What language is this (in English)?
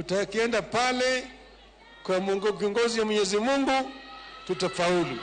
Luo (Kenya and Tanzania)